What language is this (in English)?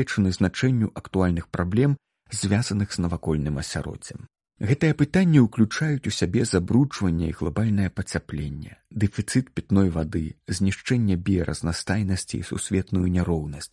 Belarusian